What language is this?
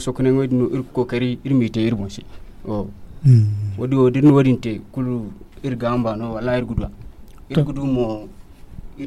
Zarma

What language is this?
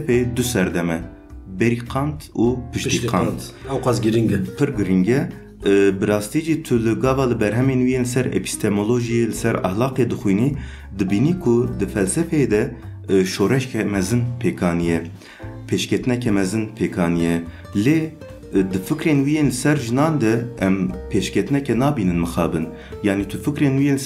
Kurdish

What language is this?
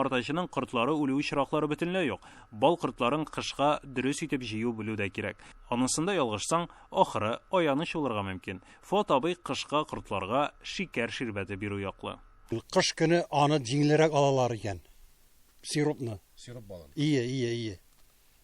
Tatar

